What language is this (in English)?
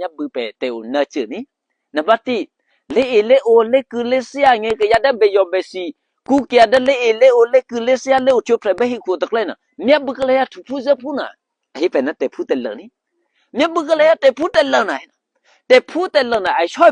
Eastern Kayah